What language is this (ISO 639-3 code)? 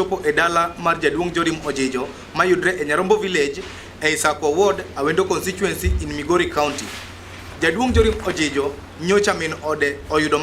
luo